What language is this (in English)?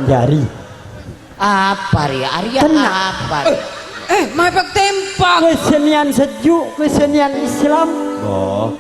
Madurese